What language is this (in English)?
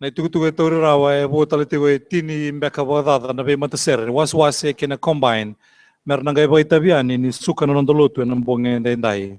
Fijian